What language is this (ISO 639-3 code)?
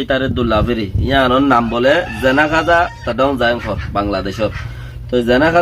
rhg